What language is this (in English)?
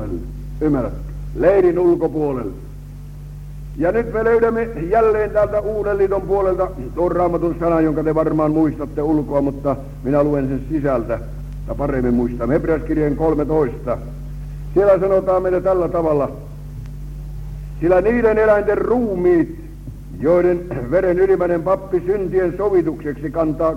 Finnish